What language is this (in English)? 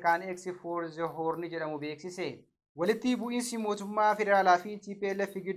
Oromo